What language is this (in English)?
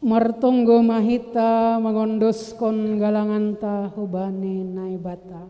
Batak Simalungun